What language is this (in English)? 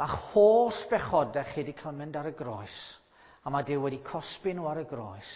Welsh